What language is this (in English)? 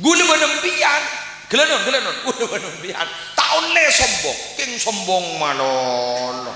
Madurese